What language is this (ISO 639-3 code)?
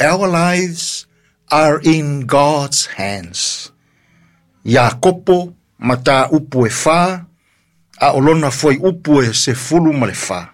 smo